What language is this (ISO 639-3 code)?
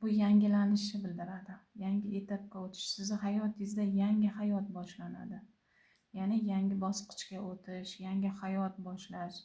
uzb